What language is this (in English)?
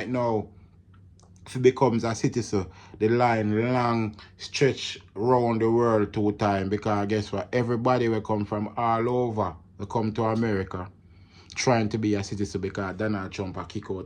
Jamaican Creole English